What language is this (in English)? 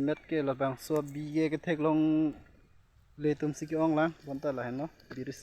Karbi